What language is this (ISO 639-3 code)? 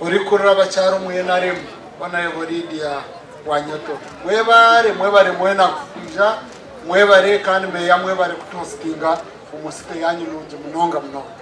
nyn